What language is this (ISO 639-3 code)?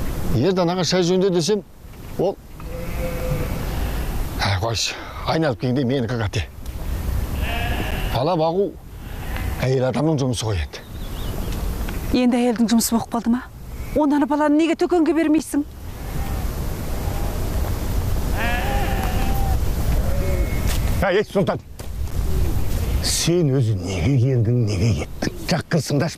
kaz